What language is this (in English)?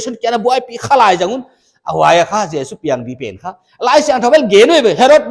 Paite Chin